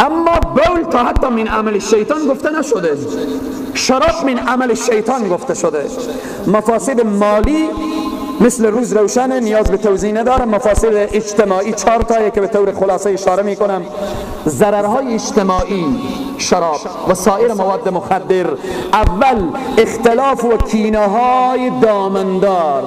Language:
Persian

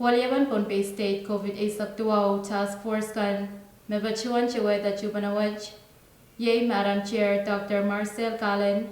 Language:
Pohnpeian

